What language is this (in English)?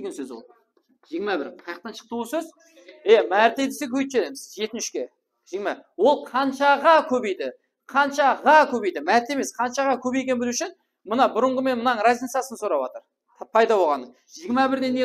Kara-Kalpak